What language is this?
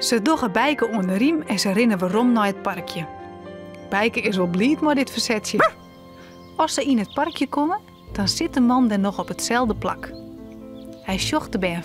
Western Frisian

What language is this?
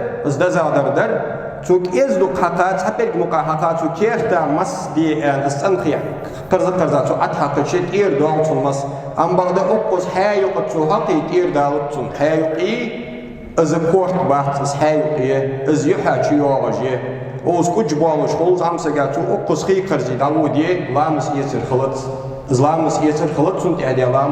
Ingush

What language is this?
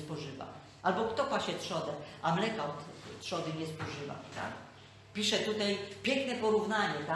Polish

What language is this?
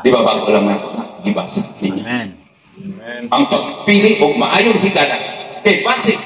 Cebuano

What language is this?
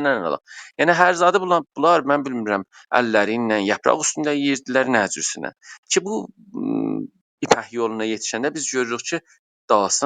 South Azerbaijani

